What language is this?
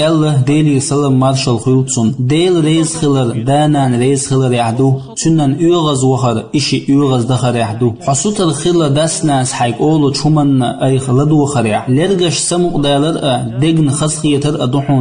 Chechen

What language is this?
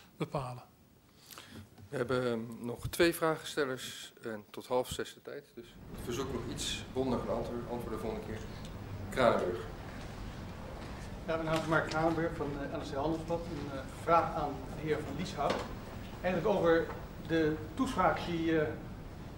Dutch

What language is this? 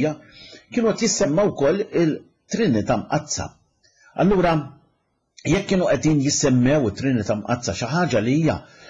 Maltese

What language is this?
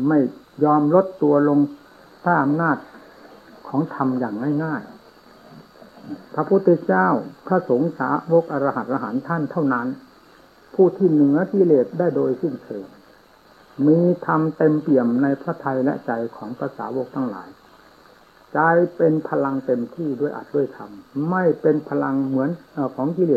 Thai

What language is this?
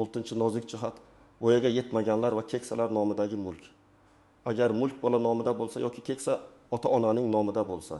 Uzbek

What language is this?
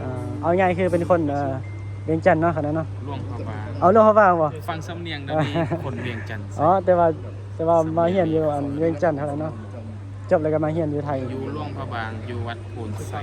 Northeastern Thai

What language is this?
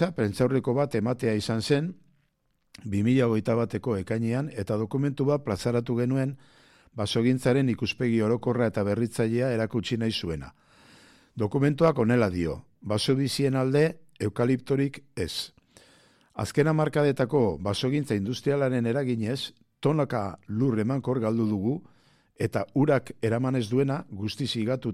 Basque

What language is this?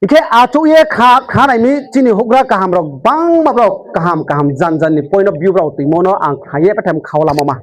Riang (India)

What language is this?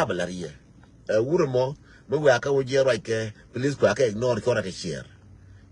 Nuer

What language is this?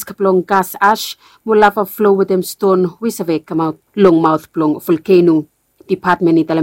Bislama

